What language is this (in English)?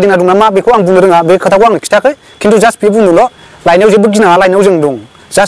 Bodo